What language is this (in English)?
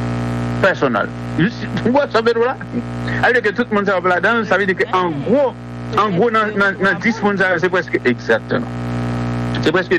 Haitian Creole